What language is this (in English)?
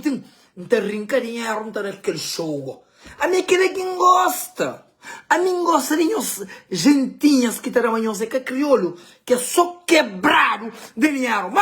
Kabuverdianu